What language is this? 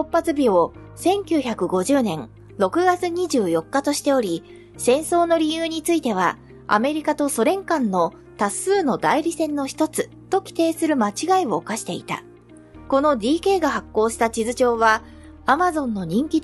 Japanese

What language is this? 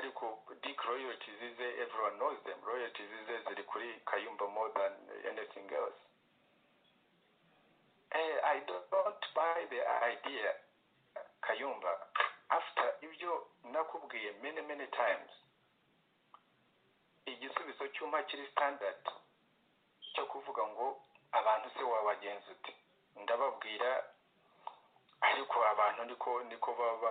Kinyarwanda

